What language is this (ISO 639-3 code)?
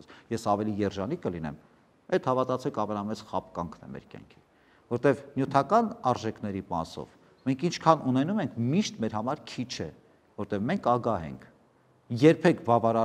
hye